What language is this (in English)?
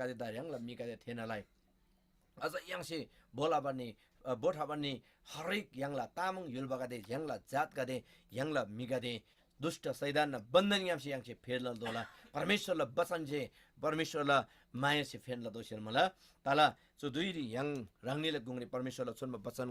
Eastern Tamang